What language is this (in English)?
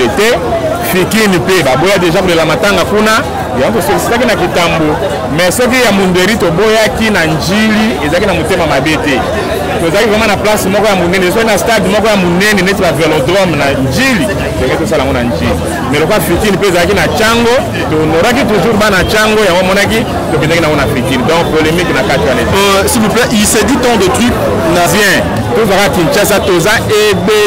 Lingala